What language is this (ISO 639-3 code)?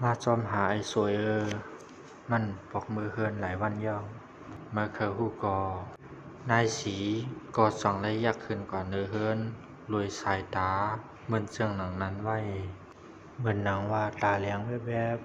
shn